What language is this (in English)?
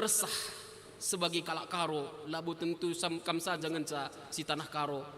Batak Karo